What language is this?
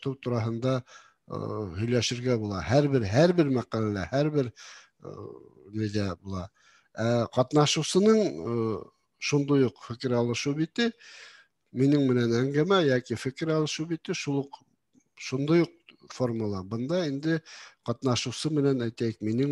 Bashkir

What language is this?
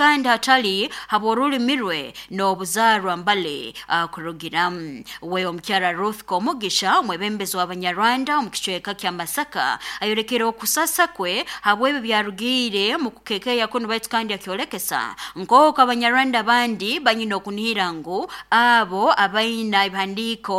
Nyankole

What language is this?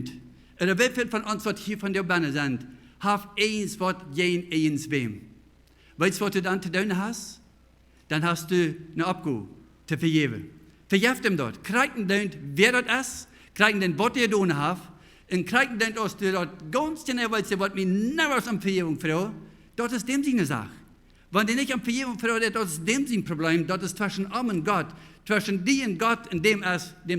Plautdietsch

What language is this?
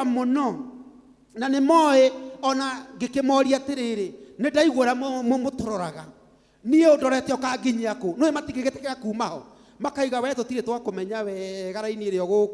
Kikuyu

